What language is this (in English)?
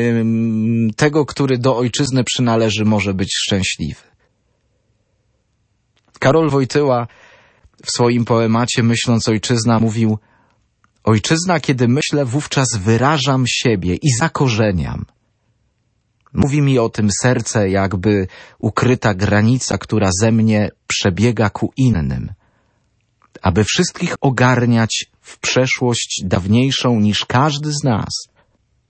Polish